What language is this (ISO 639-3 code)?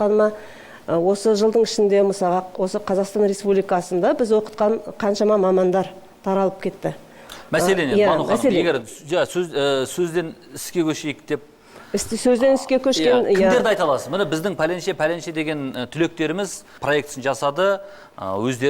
kaz